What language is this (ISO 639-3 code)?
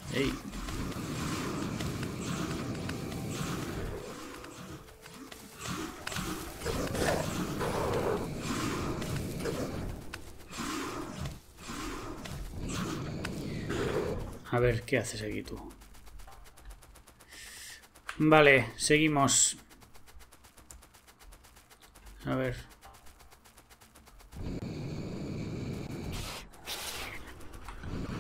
spa